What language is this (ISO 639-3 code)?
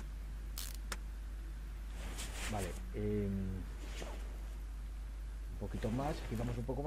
spa